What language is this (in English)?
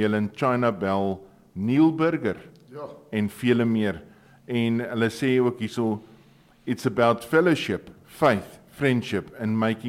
Afrikaans